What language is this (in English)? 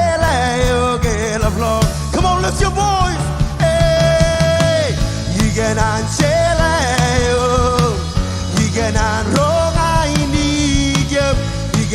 Marshallese